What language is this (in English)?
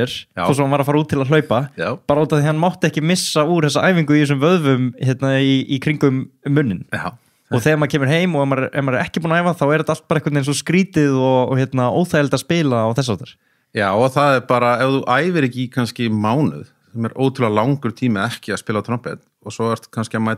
Icelandic